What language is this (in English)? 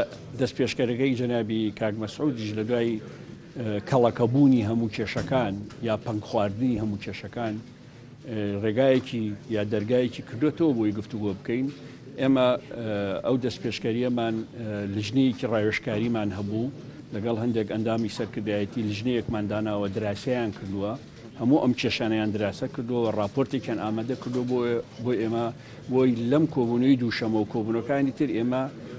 Central Kurdish